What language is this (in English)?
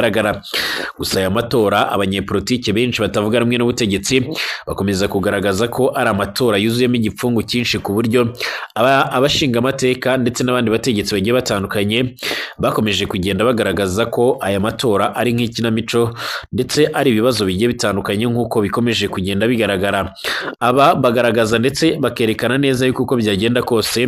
Kinyarwanda